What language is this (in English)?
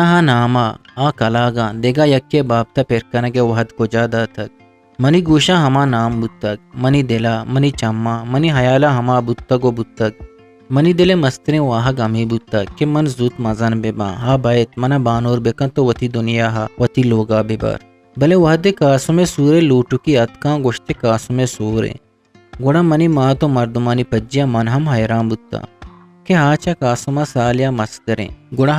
Eastern Balochi